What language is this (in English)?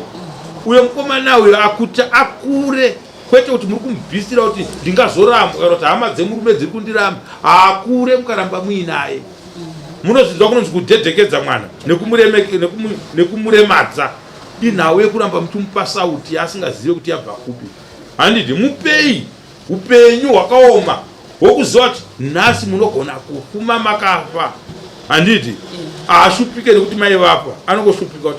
Shona